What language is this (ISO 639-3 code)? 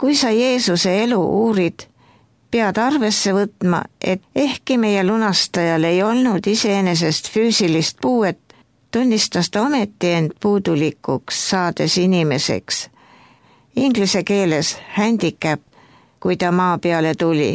est